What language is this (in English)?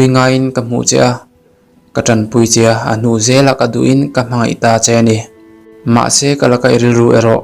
Mizo